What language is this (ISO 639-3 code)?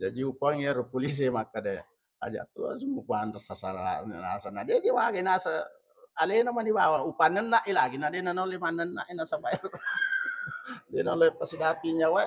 bug